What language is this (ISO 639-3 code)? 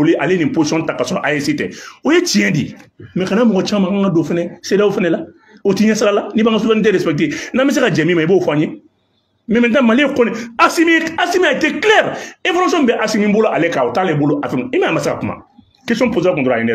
bam